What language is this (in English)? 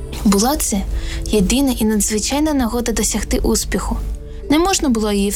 Ukrainian